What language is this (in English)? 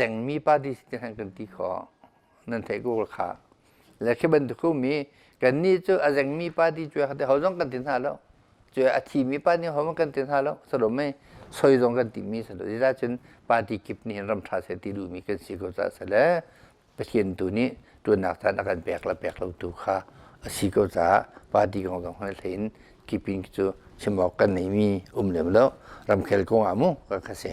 Hakha Chin